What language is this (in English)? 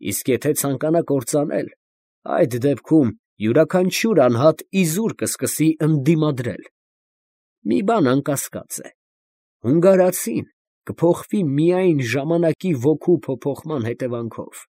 Armenian